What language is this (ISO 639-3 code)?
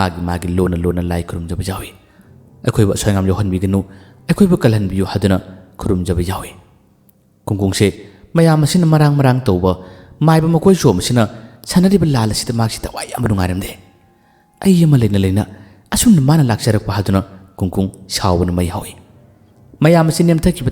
mni